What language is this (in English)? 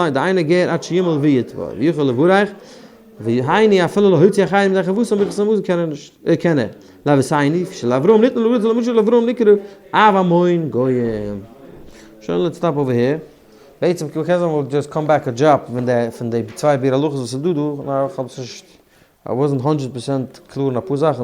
Yiddish